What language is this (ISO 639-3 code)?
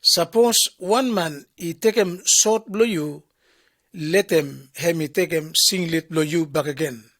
bis